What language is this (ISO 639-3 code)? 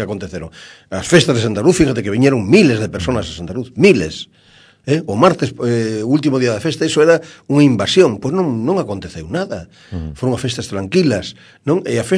glg